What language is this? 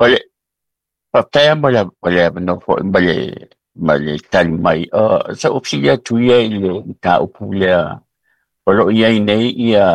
Samoan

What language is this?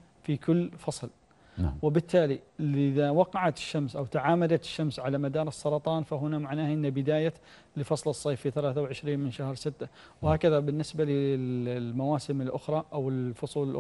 Arabic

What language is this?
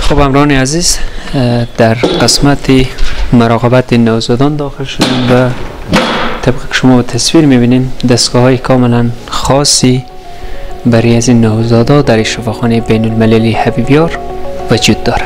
Persian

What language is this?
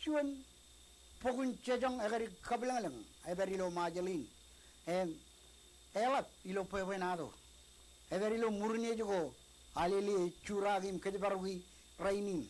Marshallese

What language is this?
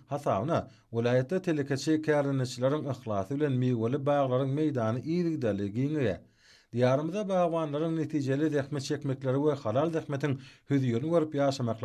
Turkmen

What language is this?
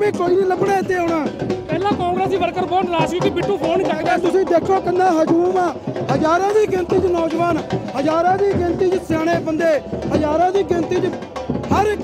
Punjabi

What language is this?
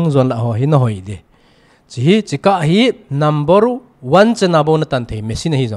Thado Chin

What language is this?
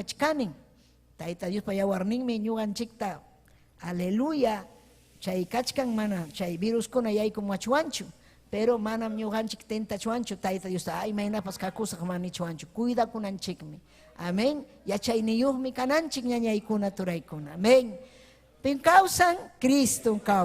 Ayacucho Quechua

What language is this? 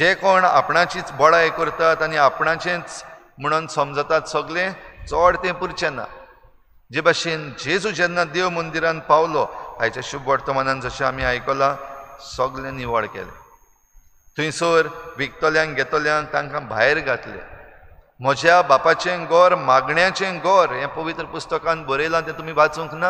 Konkani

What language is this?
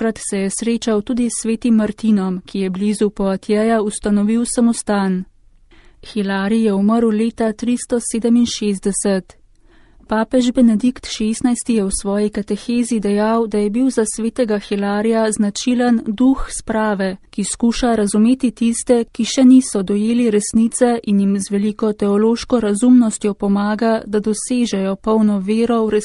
Slovenian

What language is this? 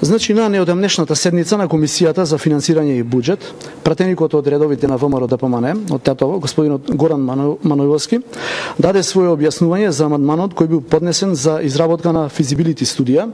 Macedonian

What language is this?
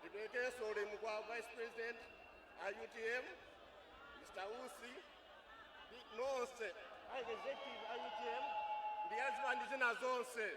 Nyanja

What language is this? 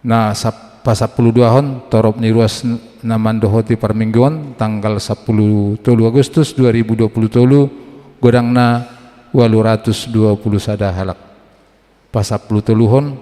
Batak Toba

